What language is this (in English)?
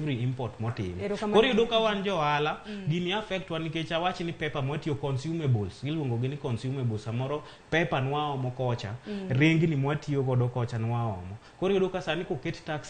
Luo (Kenya and Tanzania)